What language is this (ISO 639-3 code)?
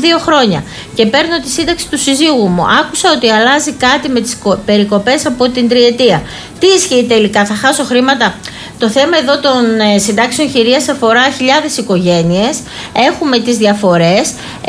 ell